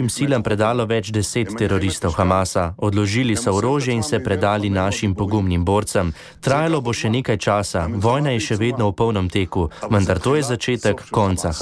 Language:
Slovenian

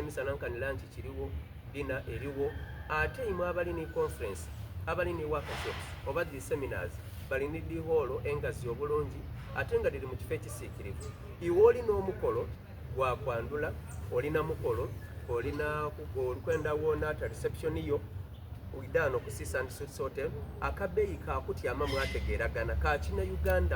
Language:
Soga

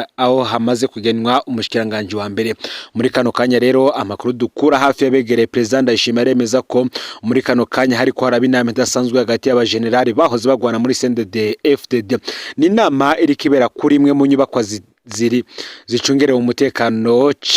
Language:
Rundi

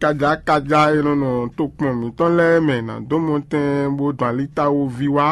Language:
Fon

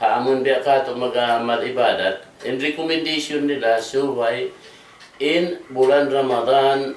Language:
Tausug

